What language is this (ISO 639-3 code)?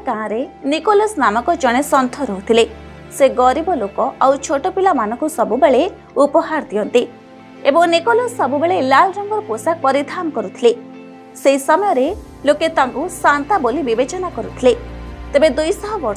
ori